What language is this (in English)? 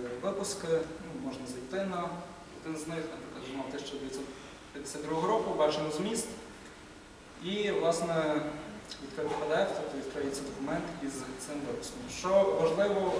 Ukrainian